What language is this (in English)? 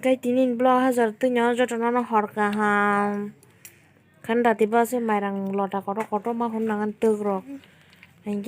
Kok Borok